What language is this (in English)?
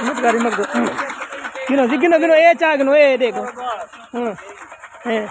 Saraiki